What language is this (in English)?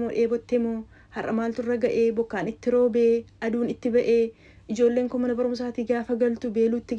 Oromo